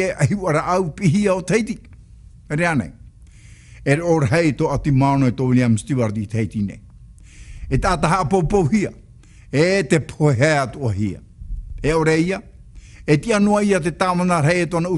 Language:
Tahitian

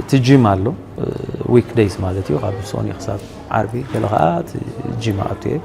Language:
Tigrinya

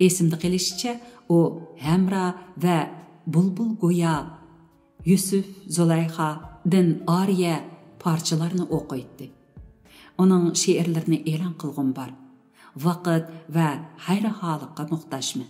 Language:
Uyghur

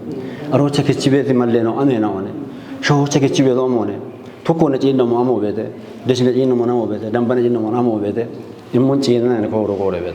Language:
Kafa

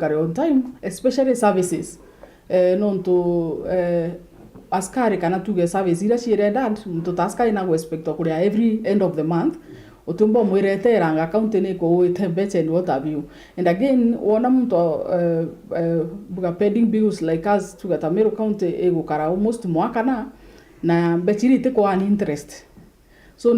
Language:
Meru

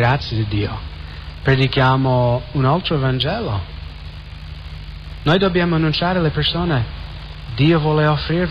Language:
Italian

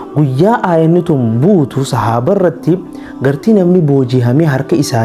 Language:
Oromo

